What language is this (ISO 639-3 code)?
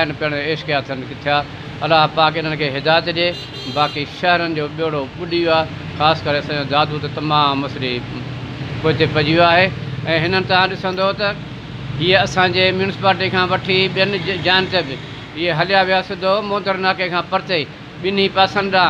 snd